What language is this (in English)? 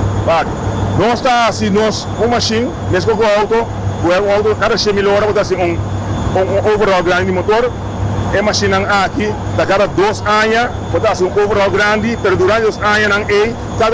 Papiamento